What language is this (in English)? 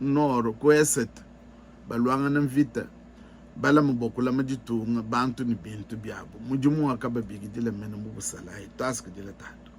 Luba-Lulua